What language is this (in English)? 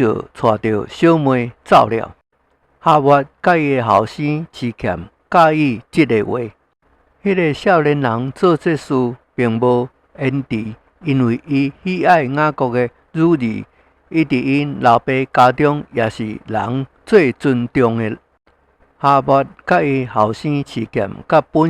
Min Nan Chinese